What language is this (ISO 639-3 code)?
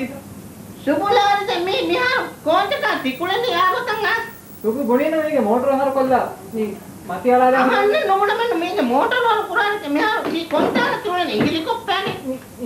div